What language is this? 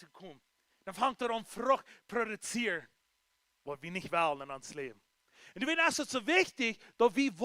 Plautdietsch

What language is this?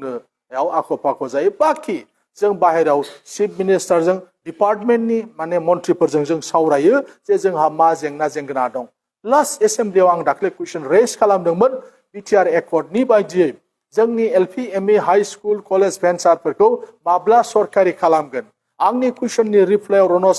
Bodo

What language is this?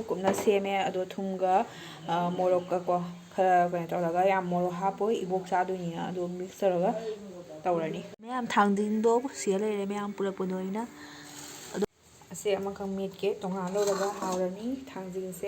Manipuri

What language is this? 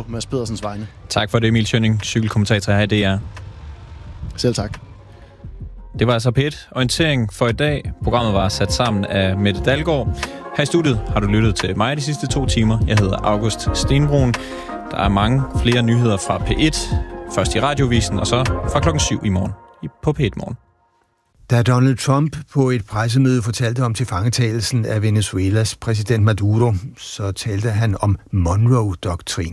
Danish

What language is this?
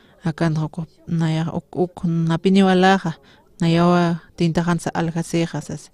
Aymara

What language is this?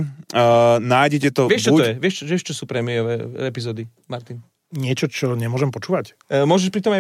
Slovak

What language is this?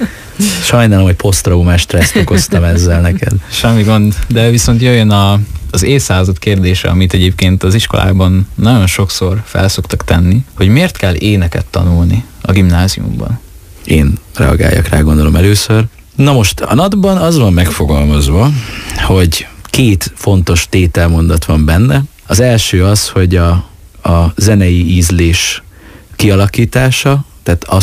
Hungarian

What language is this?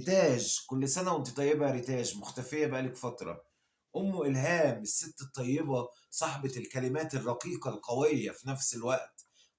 Egyptian Arabic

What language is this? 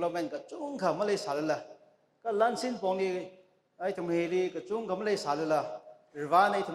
Tangkhul Naga (India)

